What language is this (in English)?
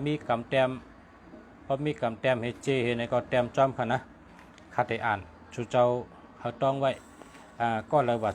Shan